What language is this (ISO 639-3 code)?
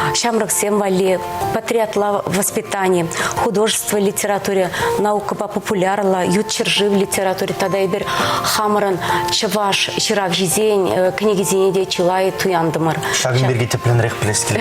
chv